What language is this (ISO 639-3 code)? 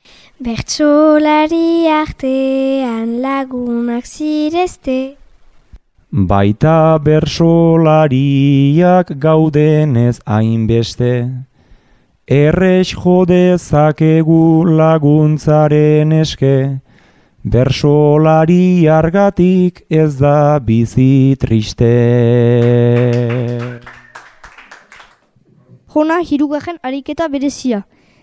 eus